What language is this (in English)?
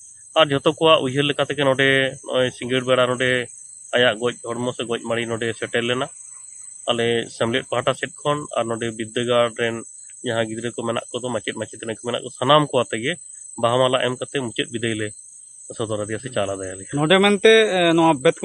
Santali